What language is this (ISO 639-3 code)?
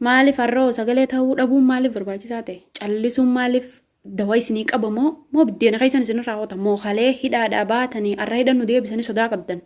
orm